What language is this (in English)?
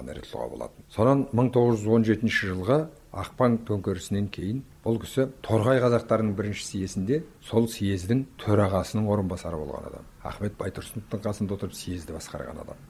Kazakh